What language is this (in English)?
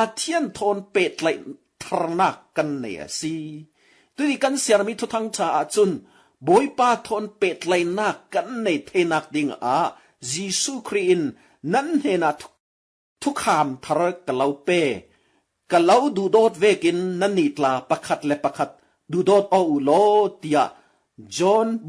Falam Chin